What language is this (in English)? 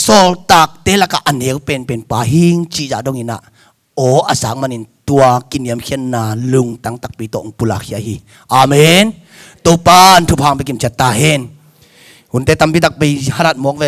Tedim Chin